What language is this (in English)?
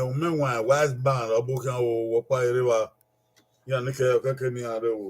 Bini